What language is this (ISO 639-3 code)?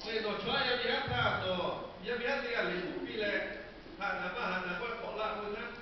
lhu